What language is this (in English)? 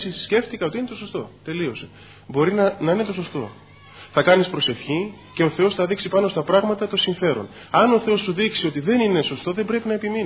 Greek